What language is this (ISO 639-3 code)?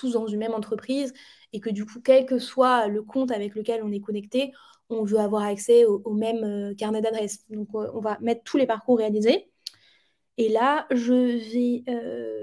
fra